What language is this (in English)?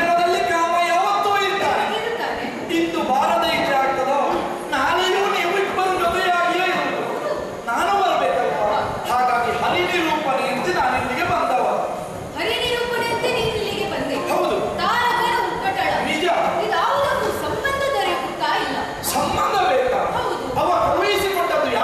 Kannada